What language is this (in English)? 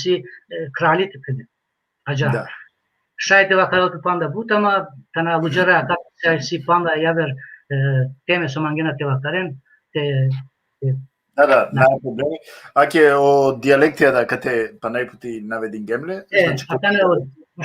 Balkan Romani